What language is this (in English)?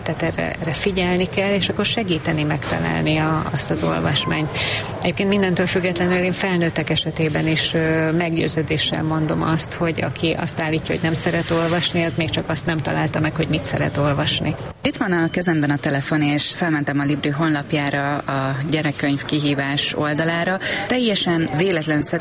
Hungarian